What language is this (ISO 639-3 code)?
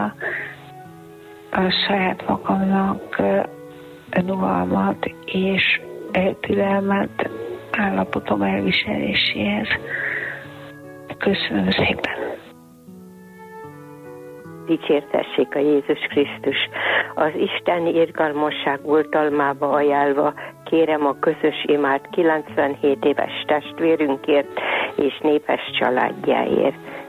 hun